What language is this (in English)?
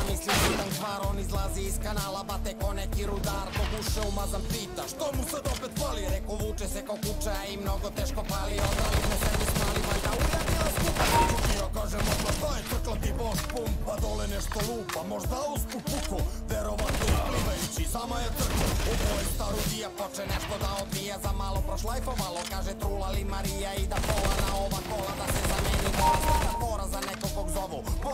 Serbian